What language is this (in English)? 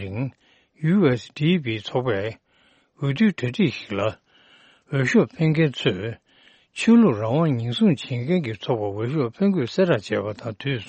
Tibetan